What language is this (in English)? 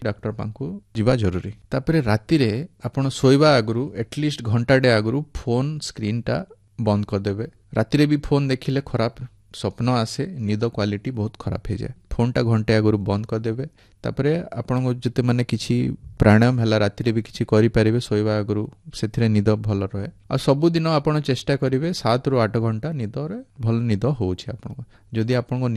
Odia